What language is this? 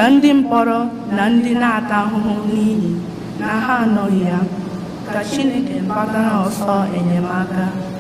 Igbo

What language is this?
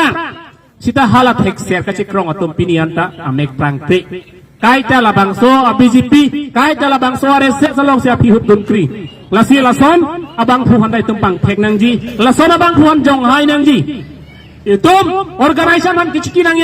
Karbi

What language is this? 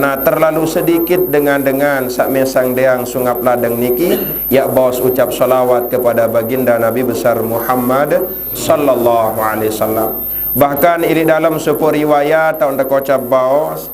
Sasak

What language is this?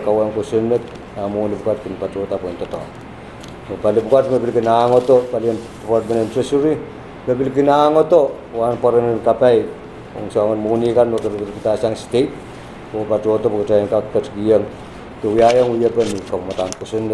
Pohnpeian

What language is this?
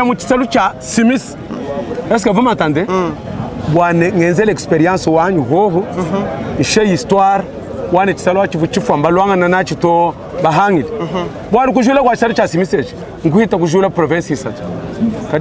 Luba-Lulua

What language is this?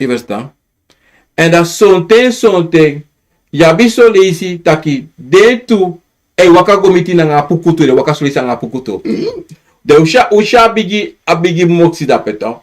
Sranan Tongo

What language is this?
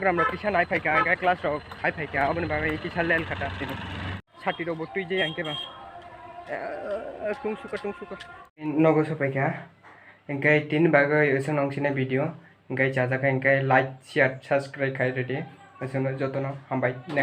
Kok Borok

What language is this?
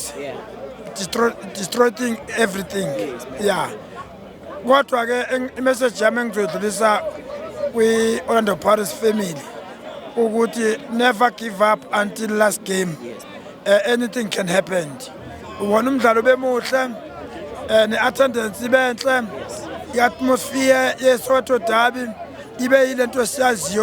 Zulu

